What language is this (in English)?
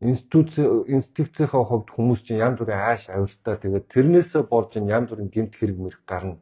Mongolian